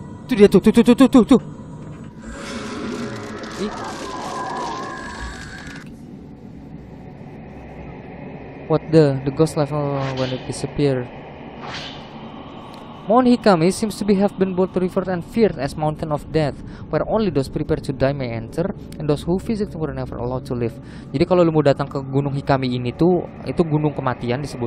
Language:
Indonesian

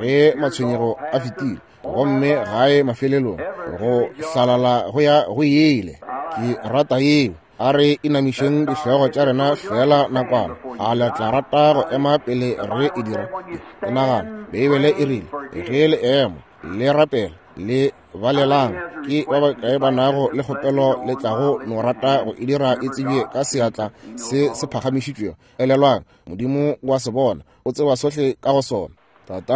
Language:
Northern Sotho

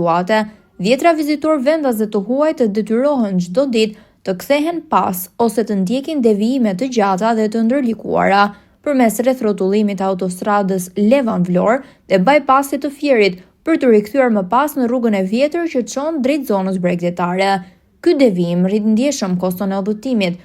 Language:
Albanian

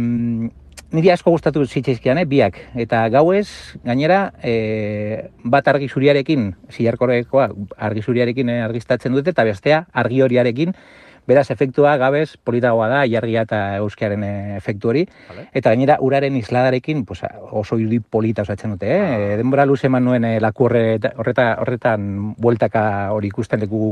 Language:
Basque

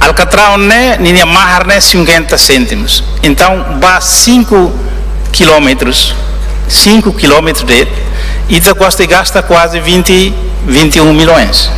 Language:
Tetum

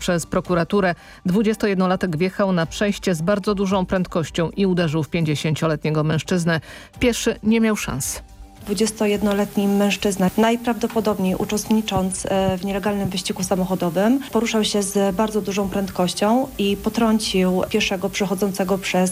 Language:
Polish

